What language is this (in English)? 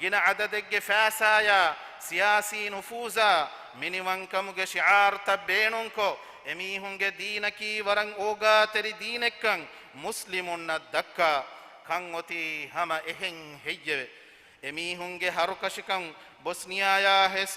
Divehi